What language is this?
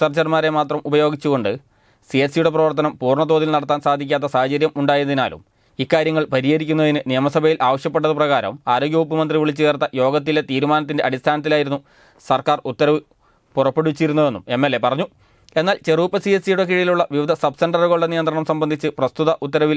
Malayalam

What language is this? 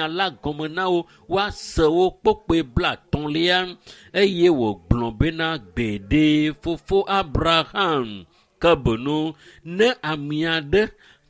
Ewe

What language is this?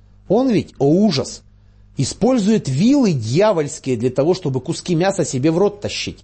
Russian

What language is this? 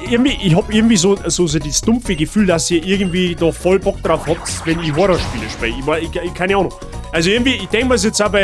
Bavarian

